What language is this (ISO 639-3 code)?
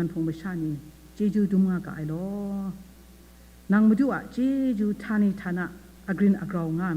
kac